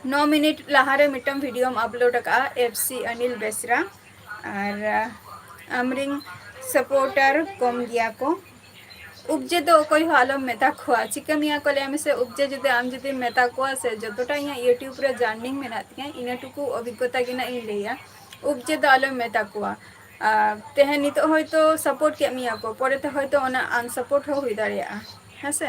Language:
Santali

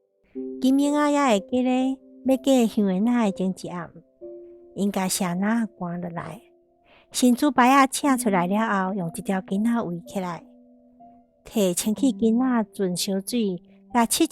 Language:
Min Nan Chinese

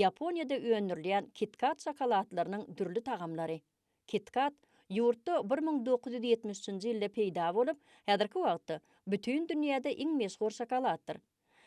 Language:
Turkmen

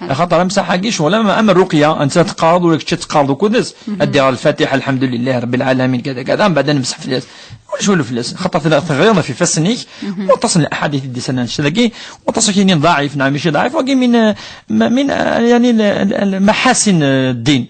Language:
Kabyle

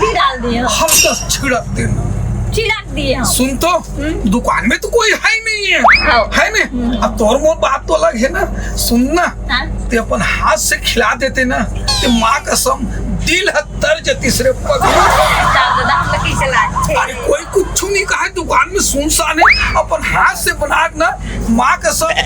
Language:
Chhattisgarhi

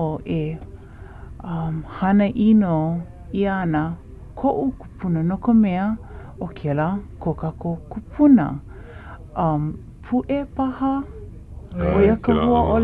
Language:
Hawaiian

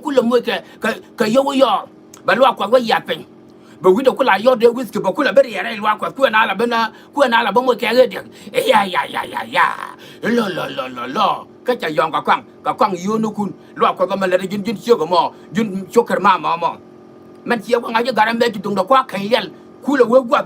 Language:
Nuer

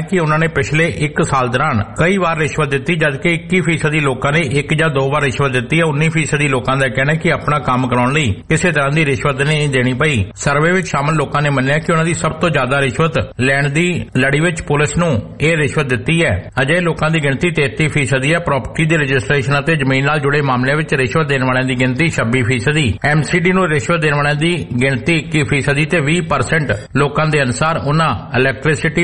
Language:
Punjabi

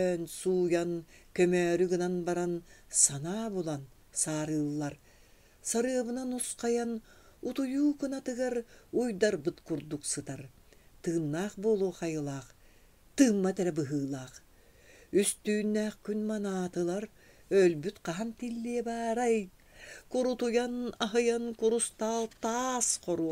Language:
Yakut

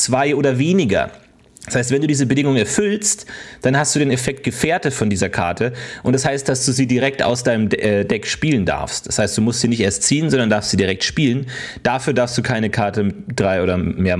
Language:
German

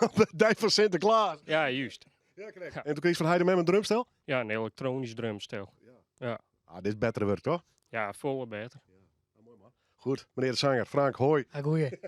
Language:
Western Frisian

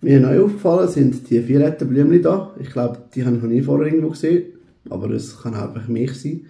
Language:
Swiss German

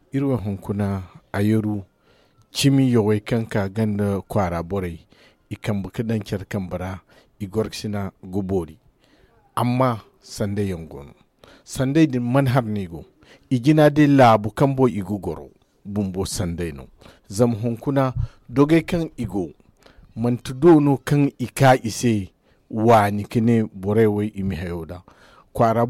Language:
Zarma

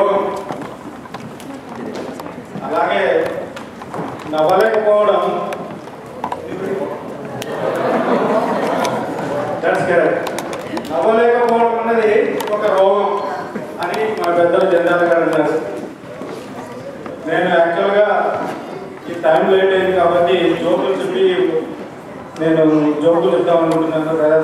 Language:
Telugu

